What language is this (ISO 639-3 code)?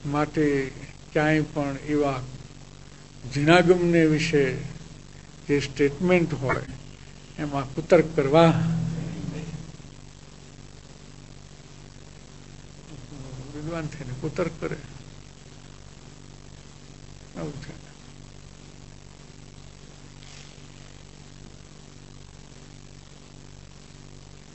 guj